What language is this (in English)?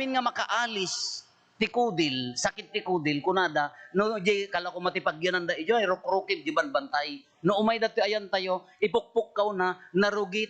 Iloko